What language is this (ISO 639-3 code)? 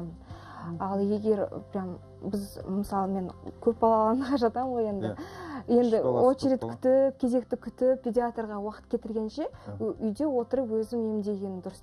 kaz